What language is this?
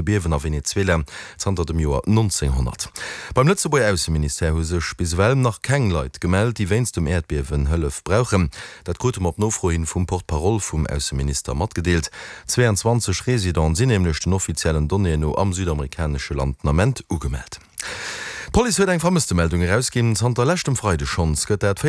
Luxembourgish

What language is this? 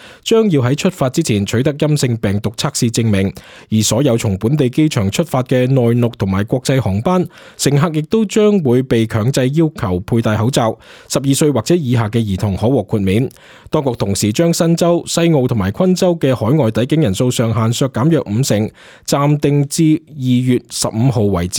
Cantonese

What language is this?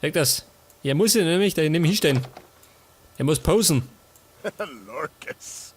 Bavarian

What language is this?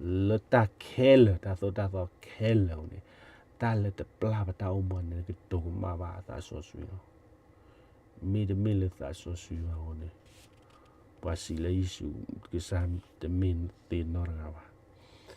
S'gaw Karen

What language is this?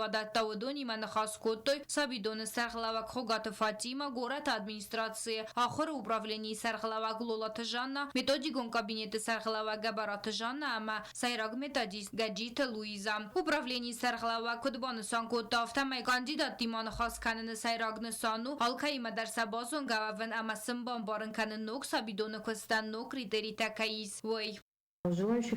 Ossetic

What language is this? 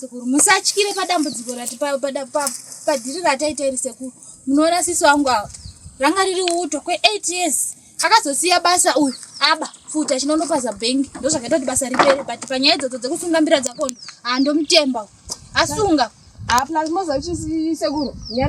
Shona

